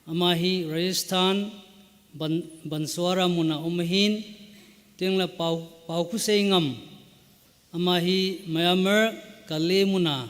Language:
Thado Chin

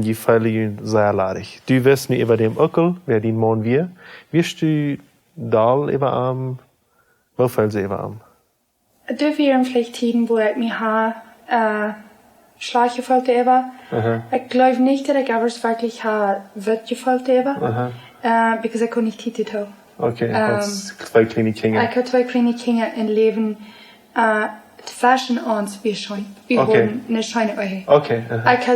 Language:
Plautdietsch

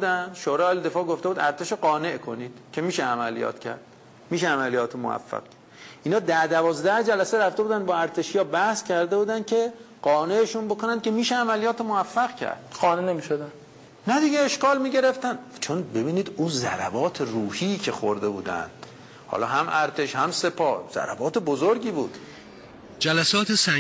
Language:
Persian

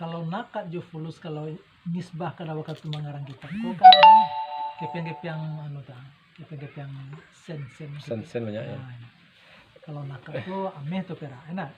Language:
Minangkabau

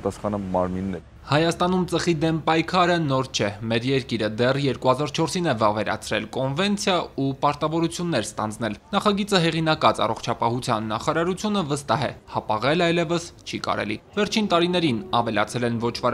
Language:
Armenian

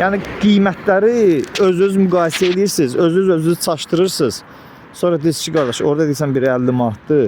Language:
Azerbaijani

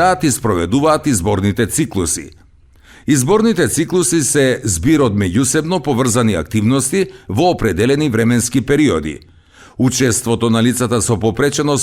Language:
Macedonian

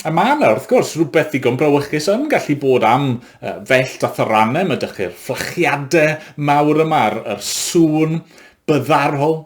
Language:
Welsh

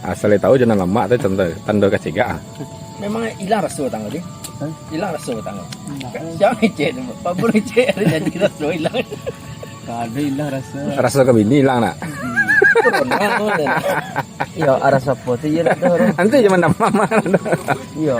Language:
Minangkabau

